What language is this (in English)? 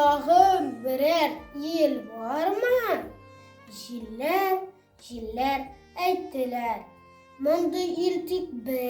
Tatar